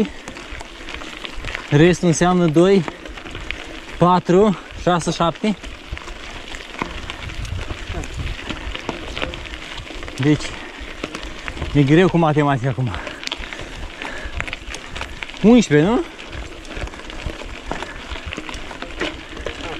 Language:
Romanian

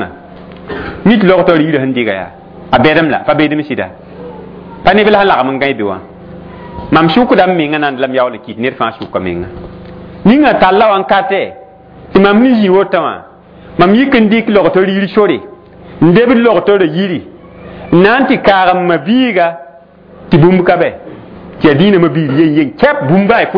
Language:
Mossi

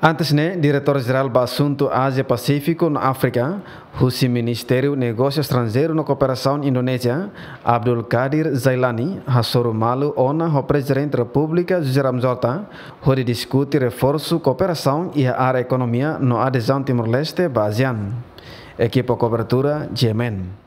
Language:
Tetum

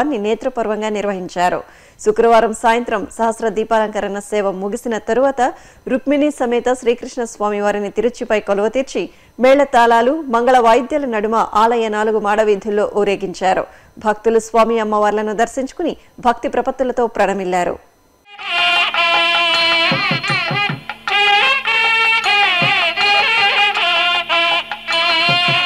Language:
Telugu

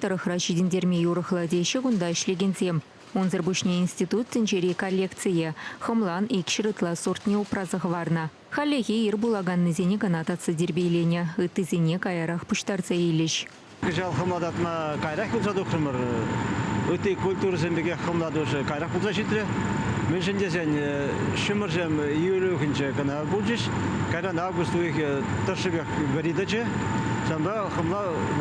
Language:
Chuvash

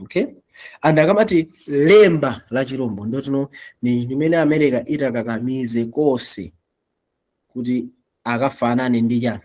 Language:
Nyanja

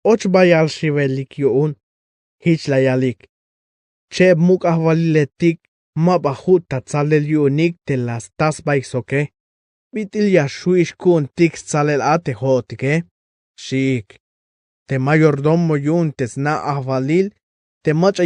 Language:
Tzeltal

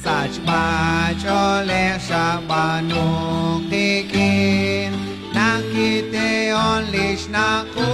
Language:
Kekchí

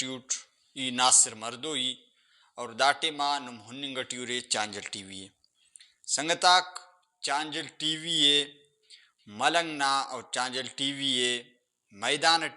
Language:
Brahui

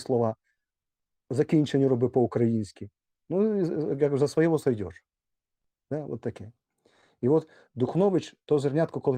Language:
Rusyn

